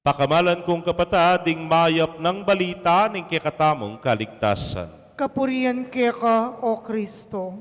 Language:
Pampanga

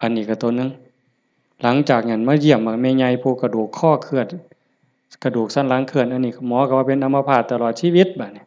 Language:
Lao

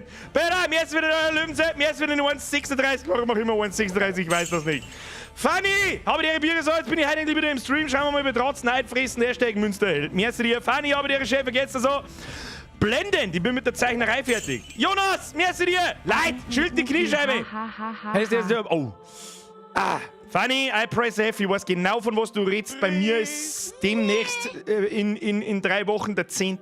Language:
Bavarian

